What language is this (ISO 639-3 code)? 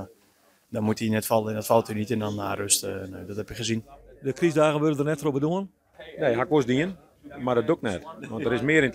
fry